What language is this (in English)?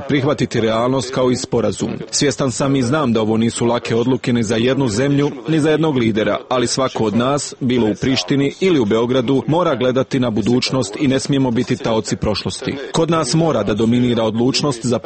Serbian